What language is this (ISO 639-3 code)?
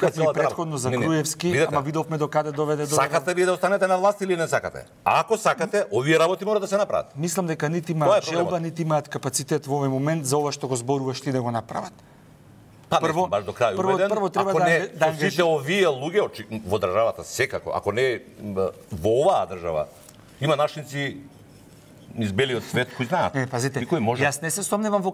mkd